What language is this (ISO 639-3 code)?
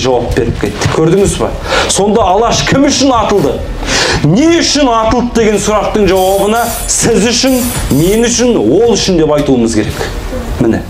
kaz